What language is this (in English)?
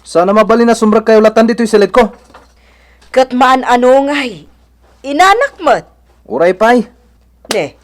Iloko